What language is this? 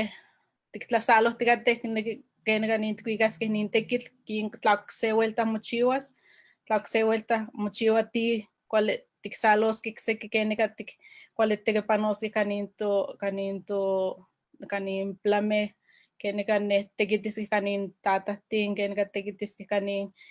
Eastern Huasteca Nahuatl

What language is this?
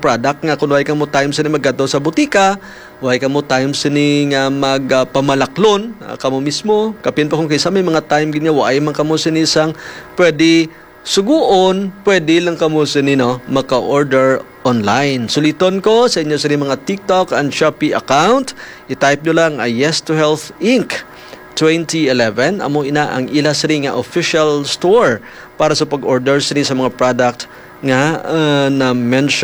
Hiligaynon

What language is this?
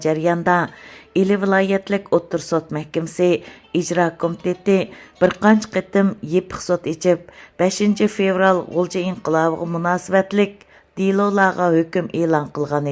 Uyghur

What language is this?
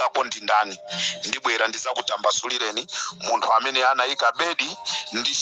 Nyanja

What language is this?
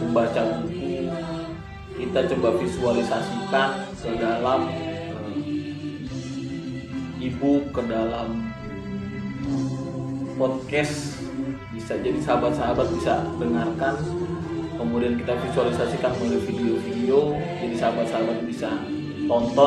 Indonesian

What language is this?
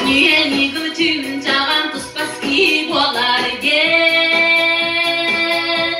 Yakut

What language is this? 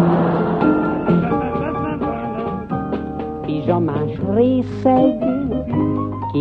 Hungarian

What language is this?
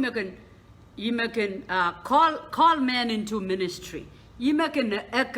Pohnpeian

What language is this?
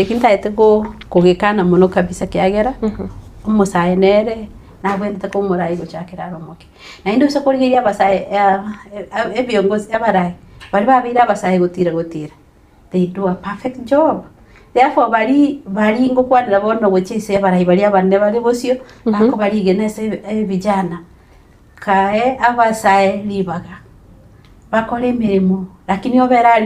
Gusii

